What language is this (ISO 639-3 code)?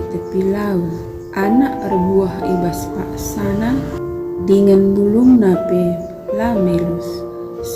btx